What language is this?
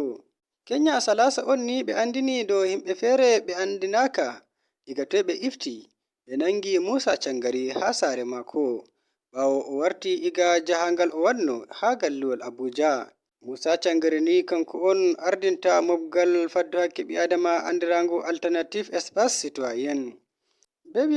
Nigerian Fulfulde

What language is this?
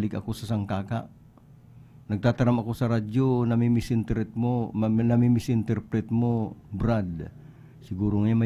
Bikol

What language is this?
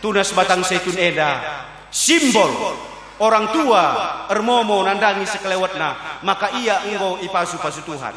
Batak Karo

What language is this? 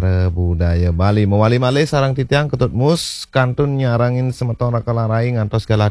Balinese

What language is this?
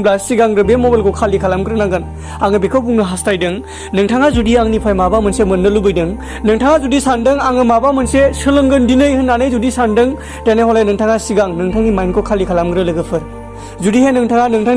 Bodo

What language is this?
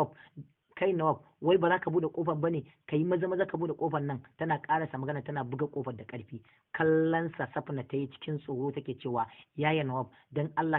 Hausa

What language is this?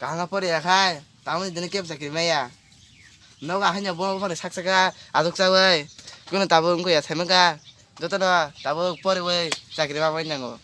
Kok Borok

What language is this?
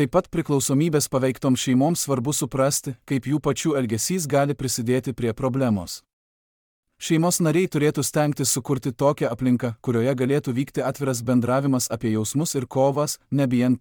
Lithuanian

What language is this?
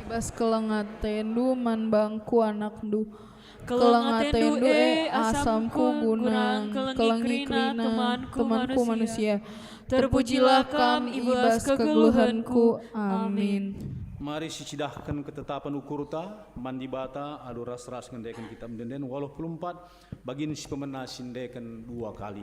Batak Karo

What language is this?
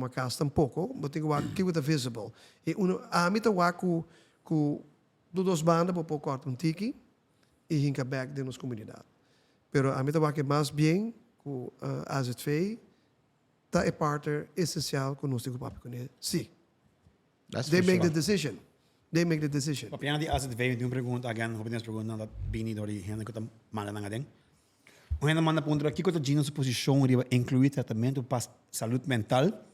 Papiamento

